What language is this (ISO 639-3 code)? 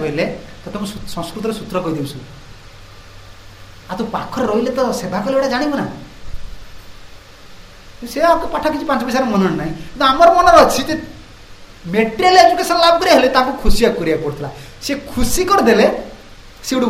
ori